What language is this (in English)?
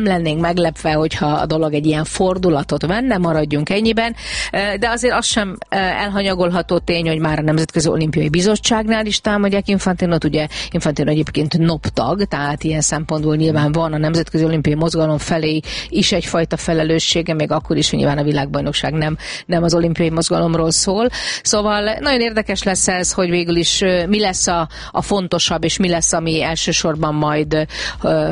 Hungarian